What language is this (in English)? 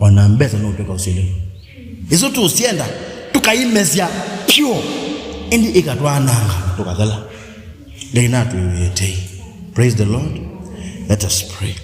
Kamba